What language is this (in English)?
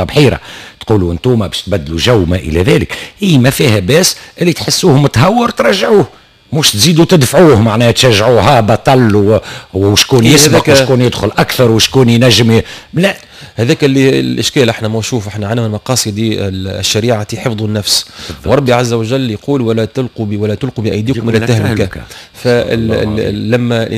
Tunisian Arabic